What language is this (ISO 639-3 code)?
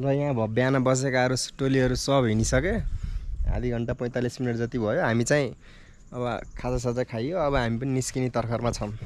nep